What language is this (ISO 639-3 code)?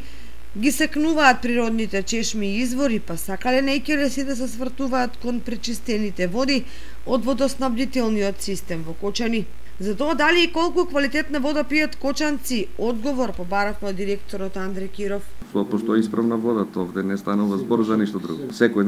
mkd